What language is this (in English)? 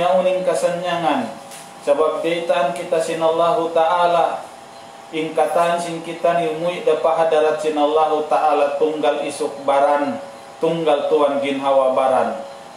Tausug